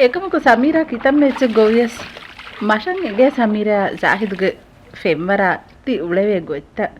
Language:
Divehi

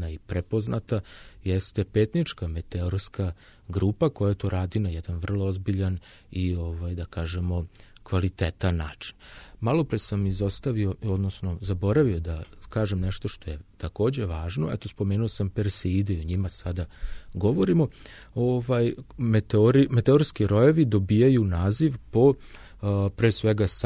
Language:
Serbian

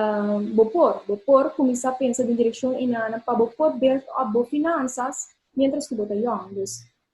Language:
Papiamento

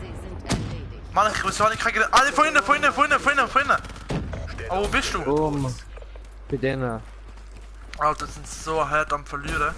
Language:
Swiss German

